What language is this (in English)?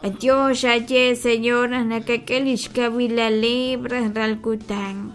Kekchí